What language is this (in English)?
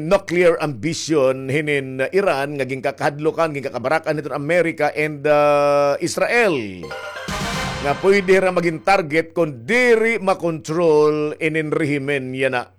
Waray